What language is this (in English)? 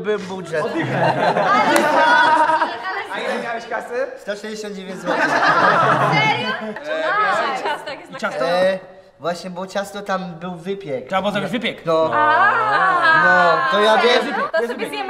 Polish